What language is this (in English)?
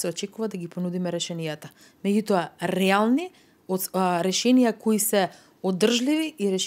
Macedonian